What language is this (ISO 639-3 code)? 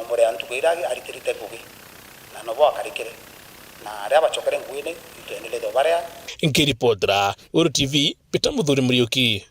mer